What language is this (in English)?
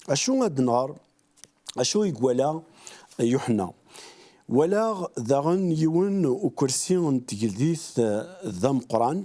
Kabyle